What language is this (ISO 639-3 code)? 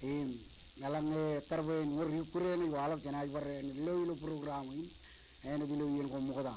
mah